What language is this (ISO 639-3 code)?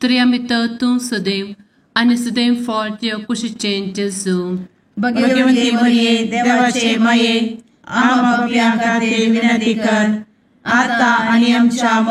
kok